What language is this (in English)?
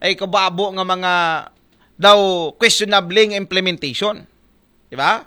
Aklanon